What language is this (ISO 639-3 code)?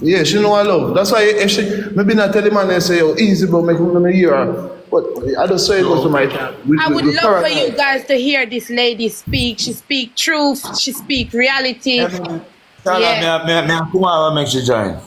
jam